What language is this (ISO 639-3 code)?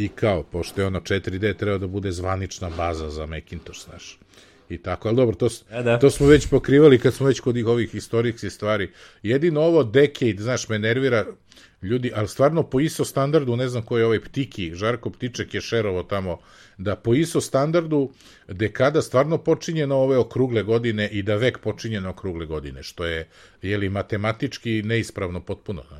srp